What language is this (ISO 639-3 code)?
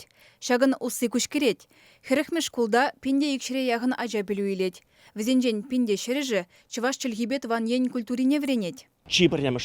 chv